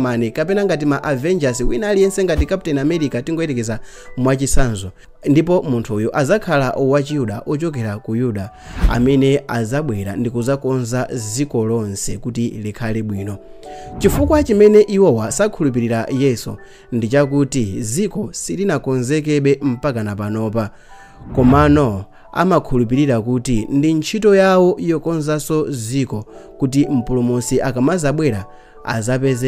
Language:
Nyanja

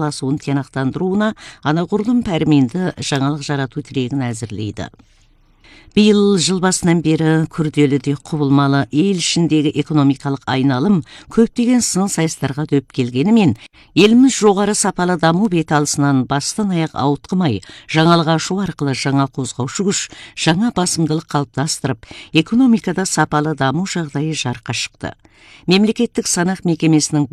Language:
Kazakh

